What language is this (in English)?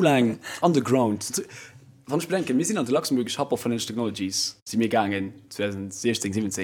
Luxembourgish